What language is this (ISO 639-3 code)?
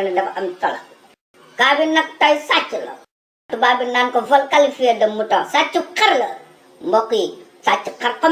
wol